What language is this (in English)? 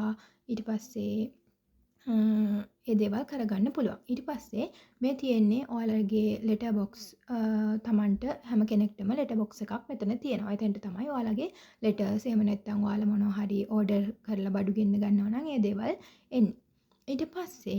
Sinhala